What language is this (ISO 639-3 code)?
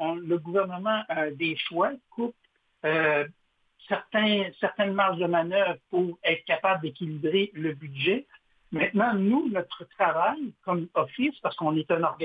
fra